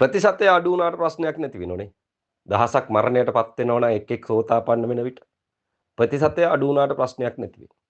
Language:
Sinhala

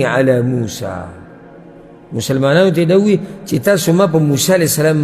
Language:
Pashto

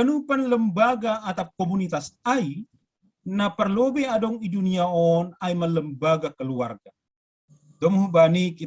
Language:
Batak Simalungun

